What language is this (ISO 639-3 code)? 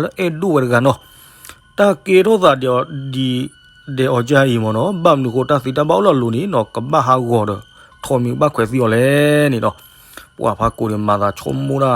ksw